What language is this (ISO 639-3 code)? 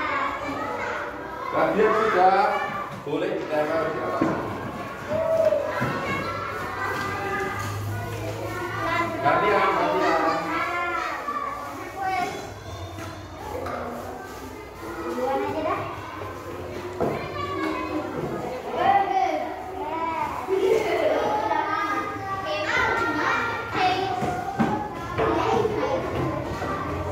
ind